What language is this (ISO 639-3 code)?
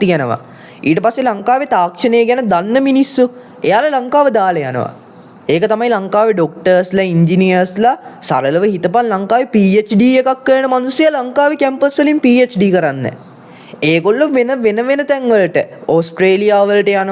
sin